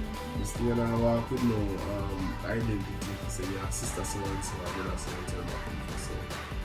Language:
Jamaican Creole English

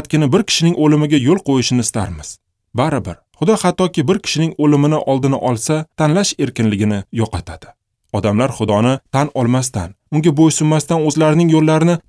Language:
Uzbek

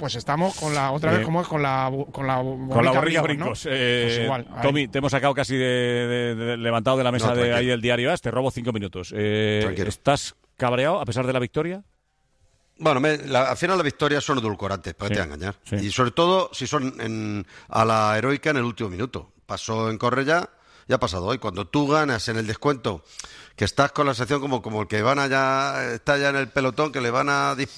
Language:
Spanish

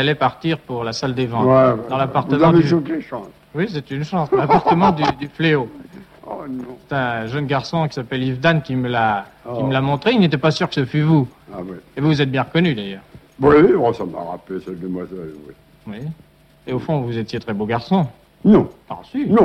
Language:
French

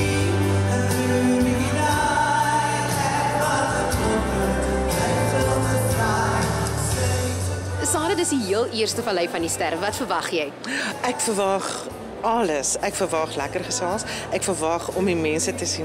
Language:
Afrikaans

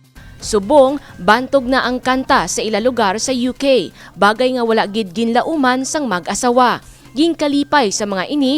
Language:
Hiligaynon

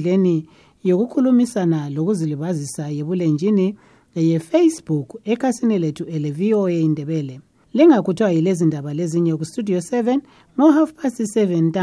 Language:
North Ndebele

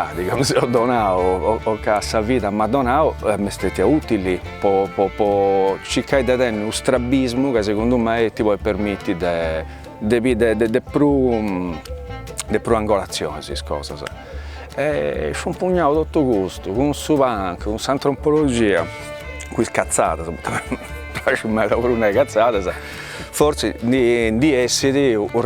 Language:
Sardinian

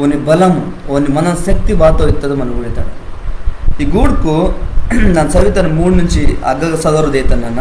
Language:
Koya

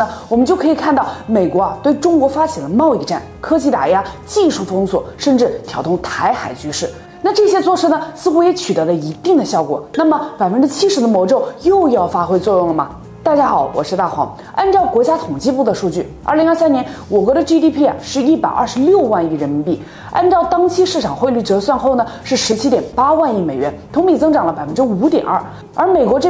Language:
Chinese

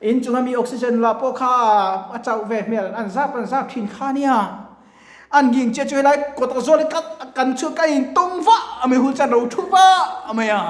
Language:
Mizo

